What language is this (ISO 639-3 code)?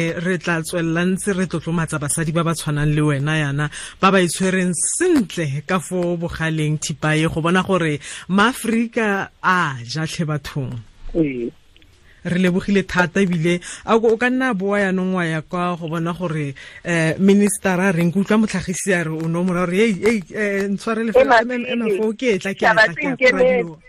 tsn